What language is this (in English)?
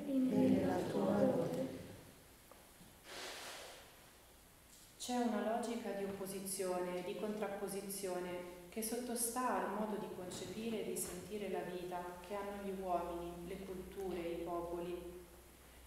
Italian